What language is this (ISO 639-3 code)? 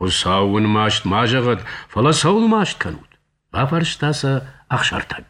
oss